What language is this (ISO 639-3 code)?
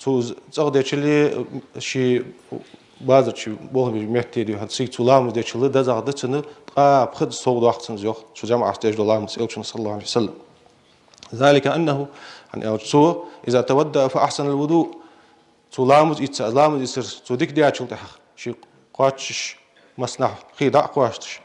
inh